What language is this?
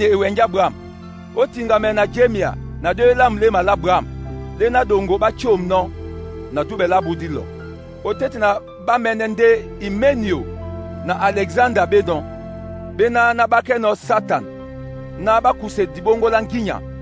Duala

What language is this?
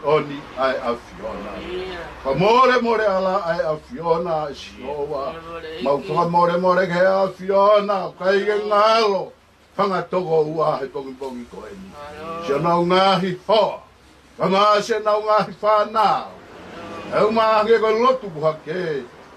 Tongan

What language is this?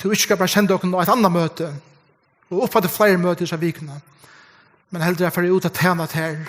Faroese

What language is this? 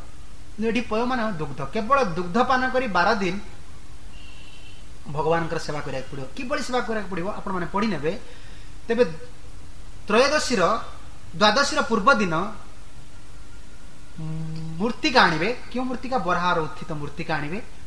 Odia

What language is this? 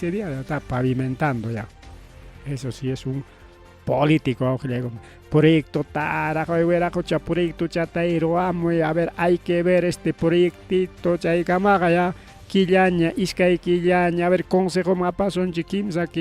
Ayacucho Quechua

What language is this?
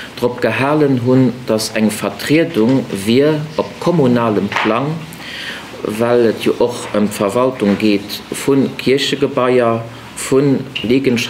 Luxembourgish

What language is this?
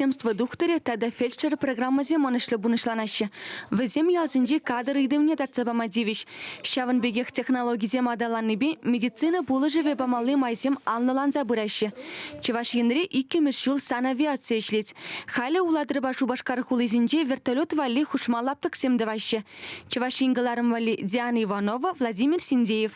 Chuvash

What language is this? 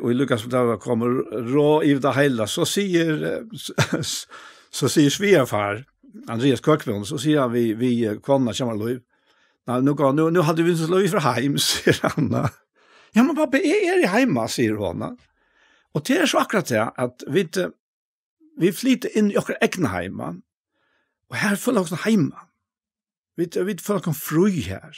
Faroese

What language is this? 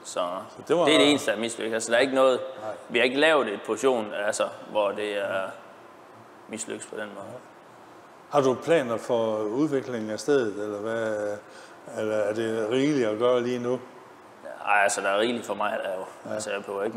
Danish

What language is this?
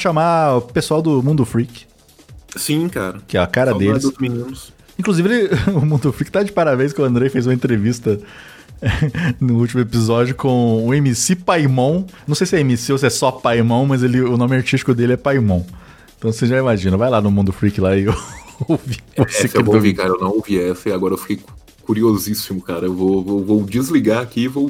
Portuguese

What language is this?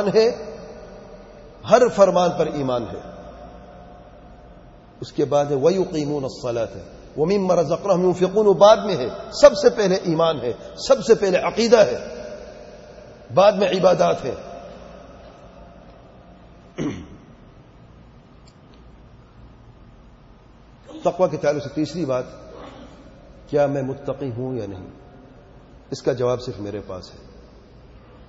Urdu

